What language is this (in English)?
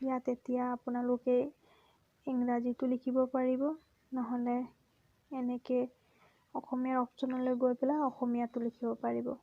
Assamese